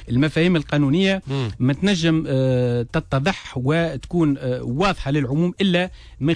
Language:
Tunisian Arabic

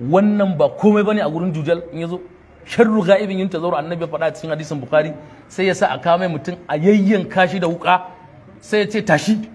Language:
Hausa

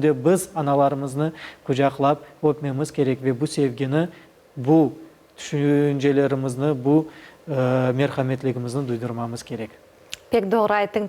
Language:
Crimean Tatar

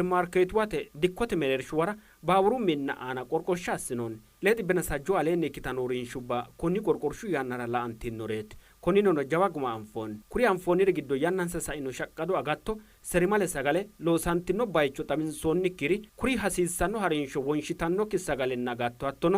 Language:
Sidamo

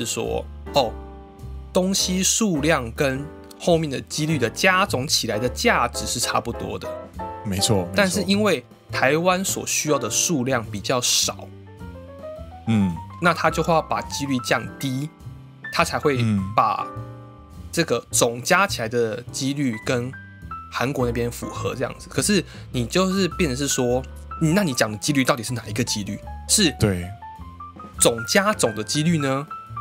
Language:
Chinese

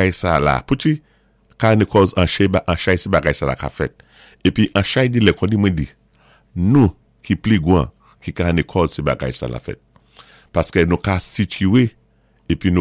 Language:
Saint Lucian Creole French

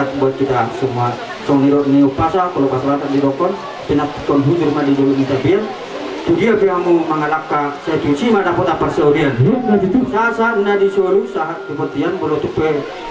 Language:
Batak Toba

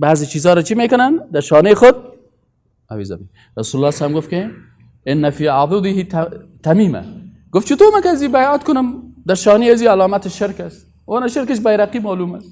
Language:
Persian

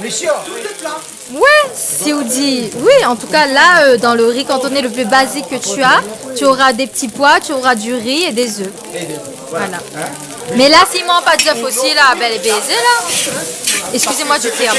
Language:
Réunion Creole French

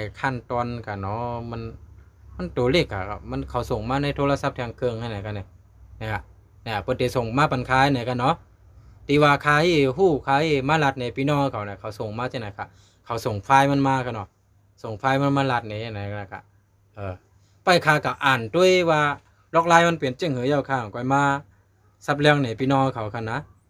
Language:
Shan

